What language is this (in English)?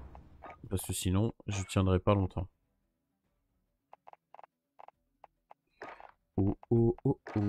French